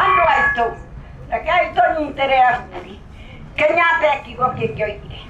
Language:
Kikuyu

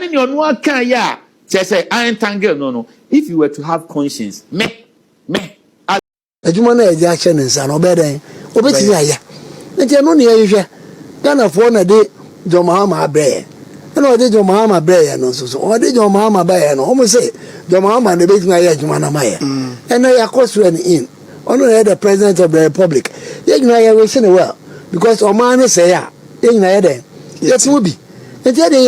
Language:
Akan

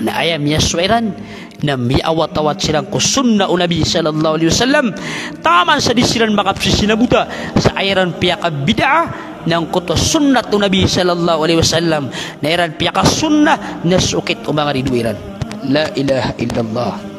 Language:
Maranao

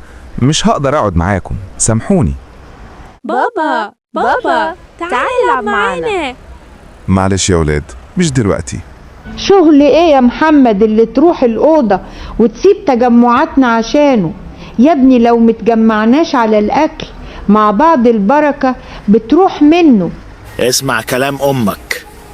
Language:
Egyptian Arabic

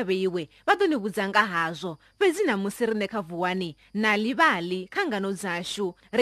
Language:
Venda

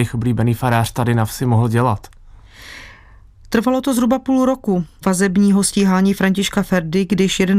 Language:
Czech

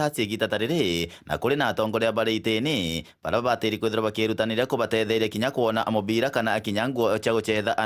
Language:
Meru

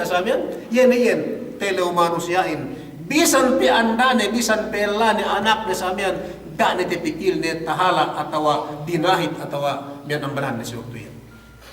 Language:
Yakan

